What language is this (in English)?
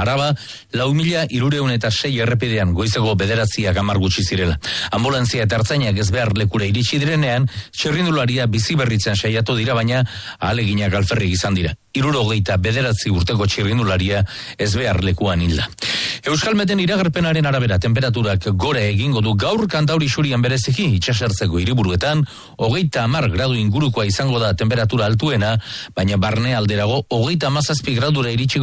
Basque